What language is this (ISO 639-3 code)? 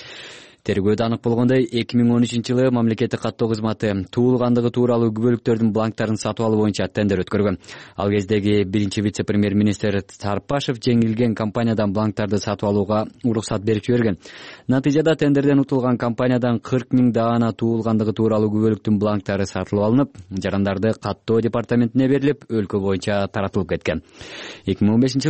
kir